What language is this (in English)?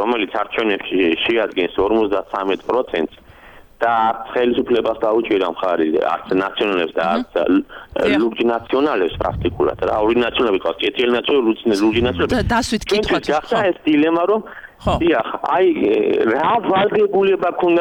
Georgian